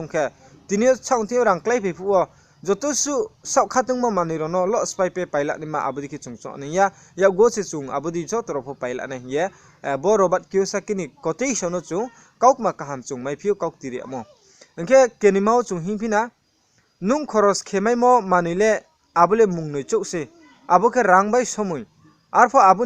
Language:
Riang (India)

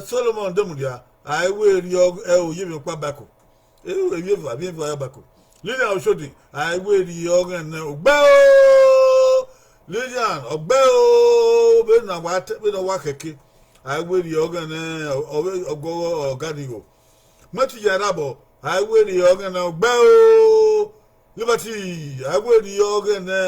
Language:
Bini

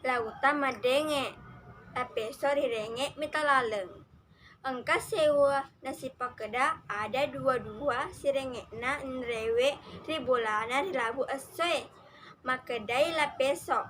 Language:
Buginese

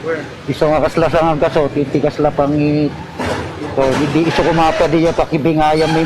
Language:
Iloko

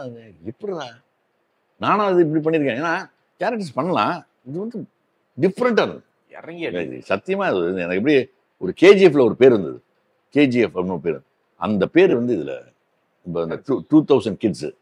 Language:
Tamil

